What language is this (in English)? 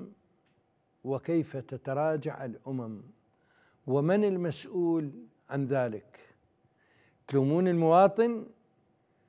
Arabic